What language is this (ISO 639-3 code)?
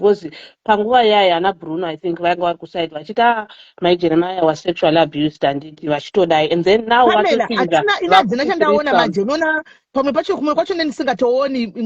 sna